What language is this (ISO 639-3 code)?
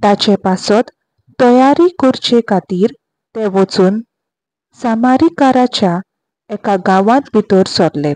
kok